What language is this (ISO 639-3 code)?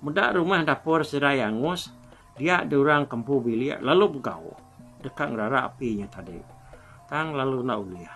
iba